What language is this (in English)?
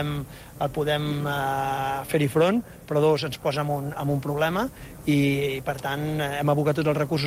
Catalan